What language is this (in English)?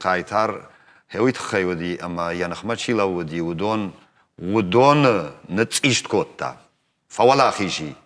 Ossetic